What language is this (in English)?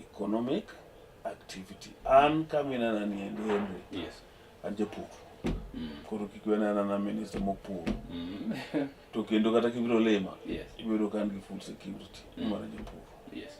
Luo (Kenya and Tanzania)